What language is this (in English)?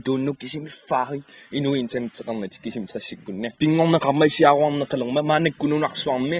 Kalaallisut